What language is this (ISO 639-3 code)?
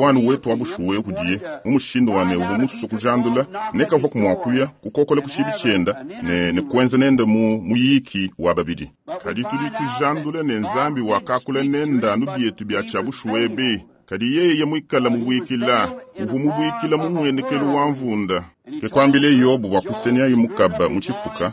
lua